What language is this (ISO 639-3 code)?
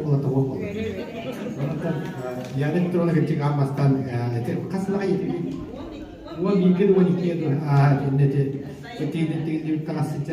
sah